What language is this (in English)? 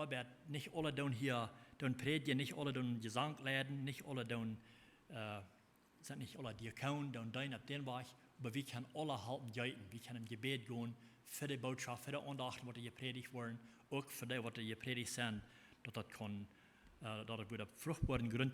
Plautdietsch